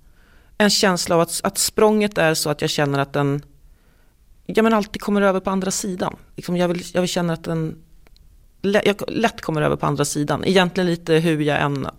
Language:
Swedish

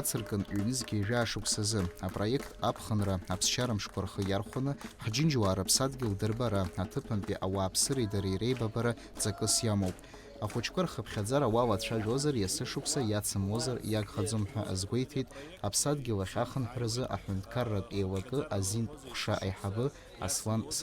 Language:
Abkhazian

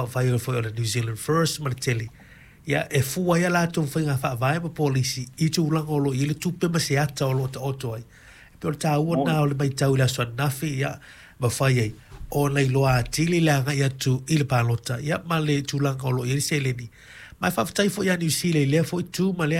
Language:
Samoan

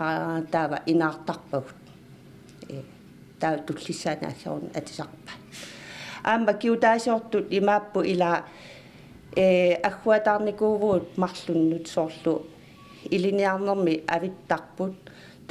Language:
Kalaallisut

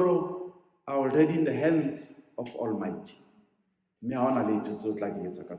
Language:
Southern Sotho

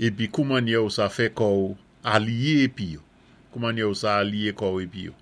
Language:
Saint Lucian Creole French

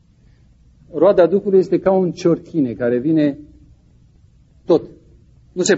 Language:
Romanian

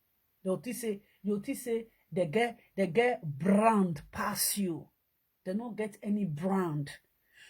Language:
Nigerian Pidgin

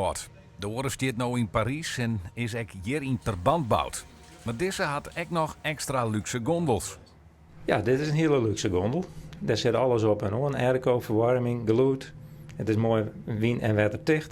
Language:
Western Frisian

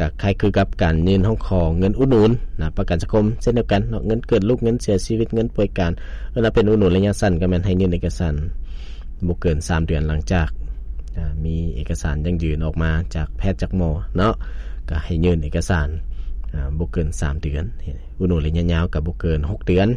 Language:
Lao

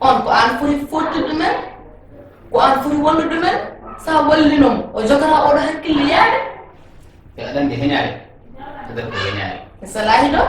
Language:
Fula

